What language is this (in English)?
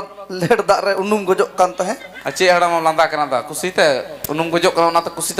Santali